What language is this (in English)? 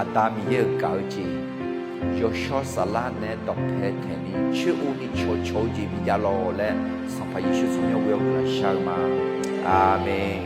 Akha